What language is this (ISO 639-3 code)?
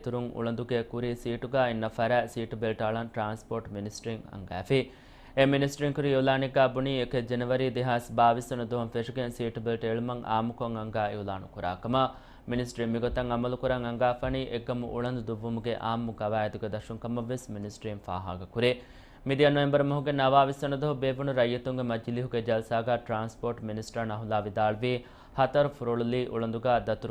div